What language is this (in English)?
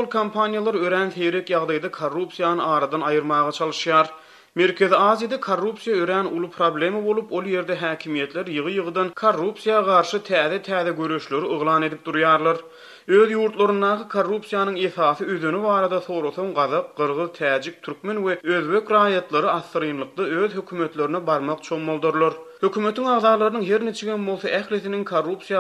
Turkmen